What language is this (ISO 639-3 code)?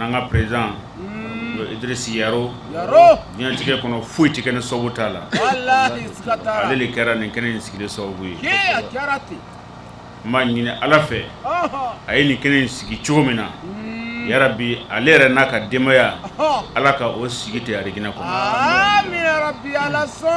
bam